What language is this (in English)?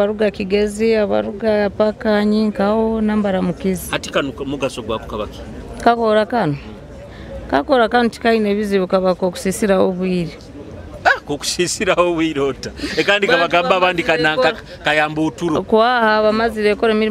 Nyoro